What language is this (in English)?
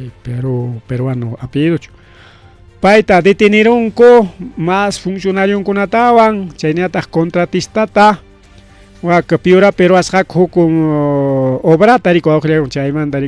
Ayacucho Quechua